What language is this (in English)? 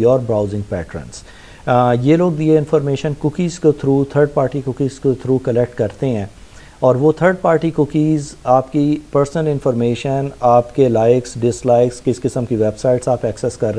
Urdu